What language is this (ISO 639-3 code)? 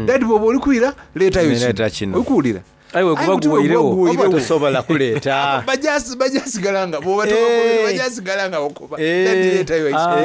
xog